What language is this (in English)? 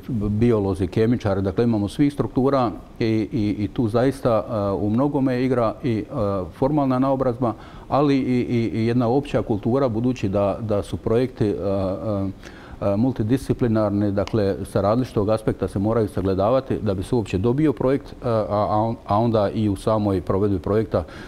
Croatian